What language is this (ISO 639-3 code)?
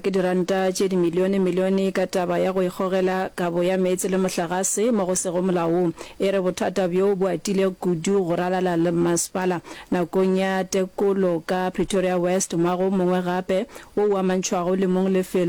nso